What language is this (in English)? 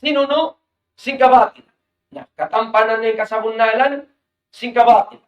Tausug